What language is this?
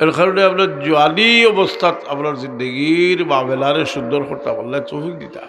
Sylheti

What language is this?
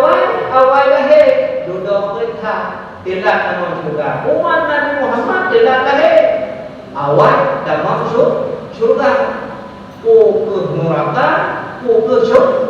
Achinese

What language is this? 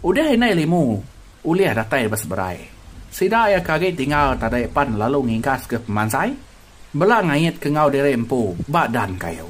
Iban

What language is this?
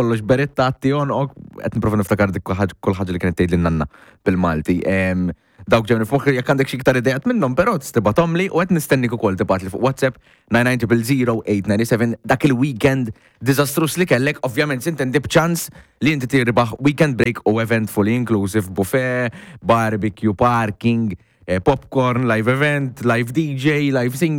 Maltese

